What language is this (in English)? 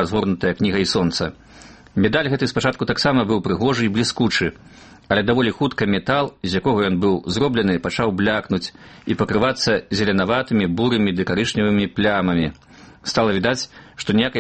Belarusian